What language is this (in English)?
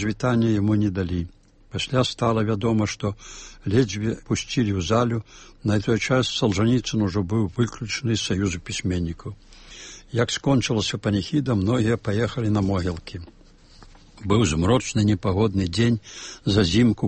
Belarusian